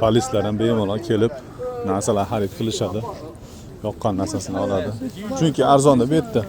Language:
Uzbek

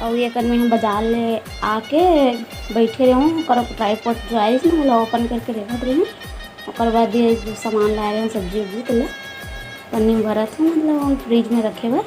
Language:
Chhattisgarhi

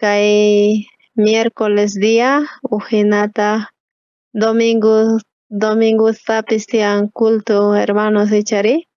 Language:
South Bolivian Quechua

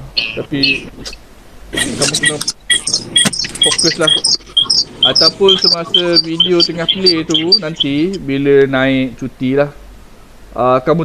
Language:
Malay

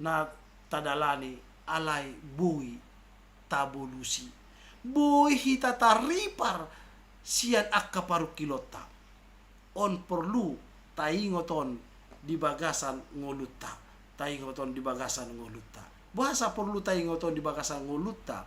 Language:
Batak Toba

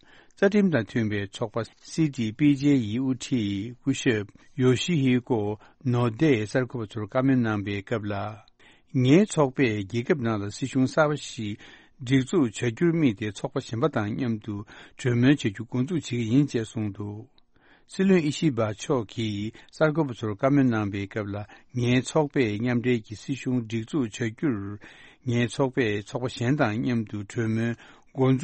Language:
Tibetan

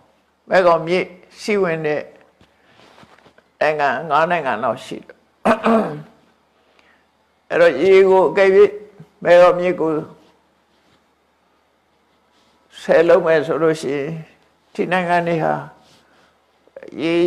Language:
Burmese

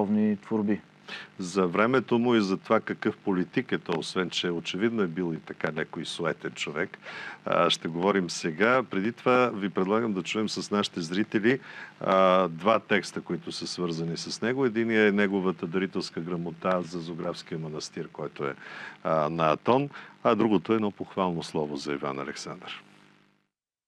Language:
Bulgarian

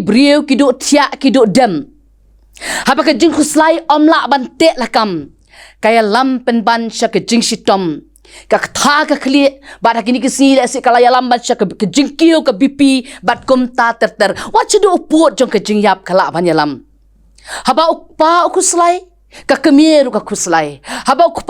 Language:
Khasi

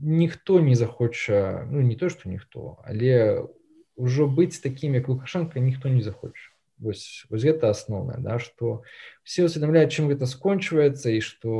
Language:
Belarusian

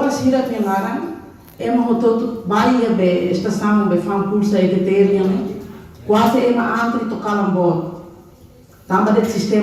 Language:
Tetum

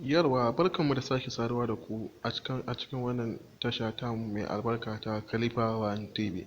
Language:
Hausa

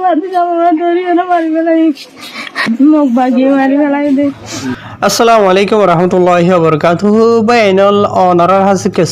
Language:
Rohingya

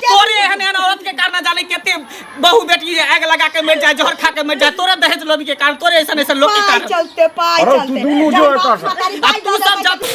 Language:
Maithili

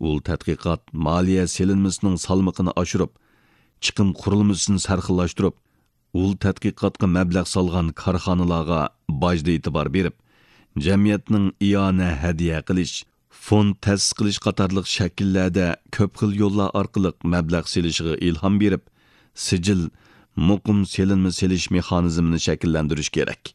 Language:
Uyghur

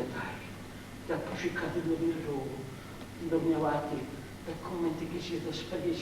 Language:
Sardinian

